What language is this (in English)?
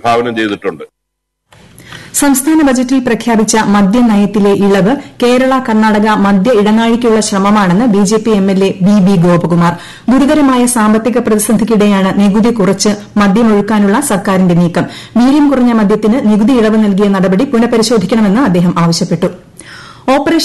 Malayalam